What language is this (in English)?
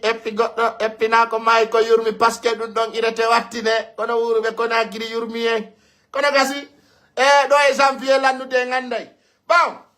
Fula